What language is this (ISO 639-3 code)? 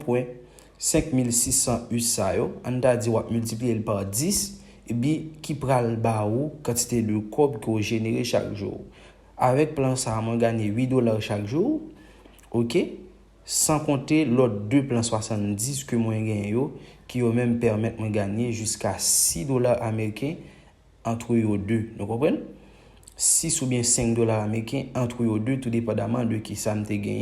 hat